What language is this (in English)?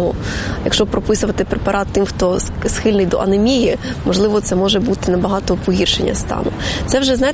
Ukrainian